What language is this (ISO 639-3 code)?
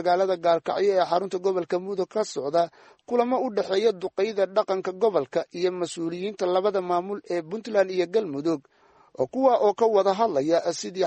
som